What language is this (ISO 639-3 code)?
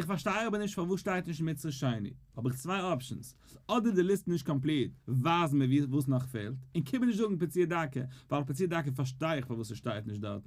yid